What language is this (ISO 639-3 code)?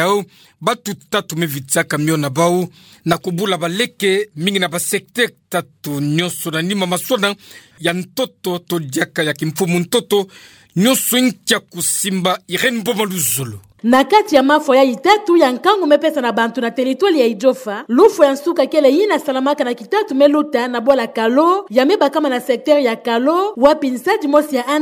ktu